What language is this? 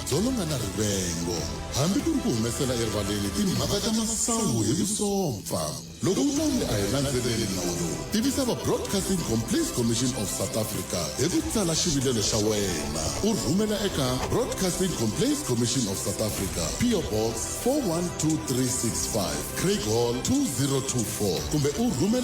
Tsonga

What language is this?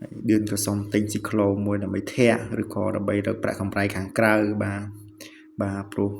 Khmer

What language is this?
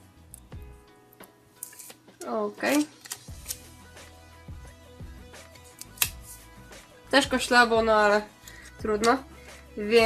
Polish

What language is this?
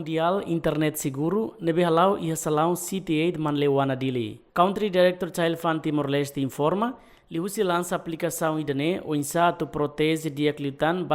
Tetum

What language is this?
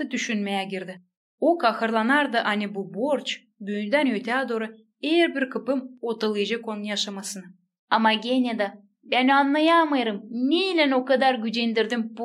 Gagauz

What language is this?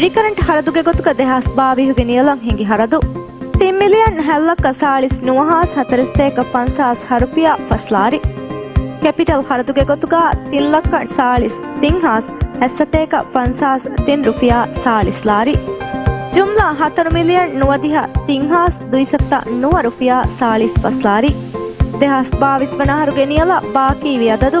Divehi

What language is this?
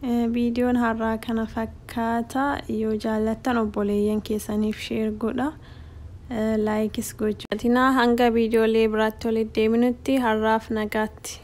Oromo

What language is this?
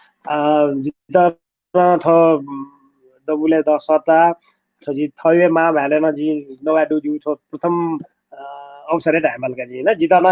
Newari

